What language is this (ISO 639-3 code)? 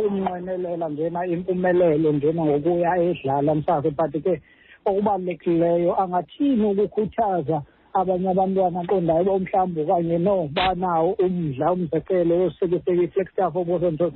xho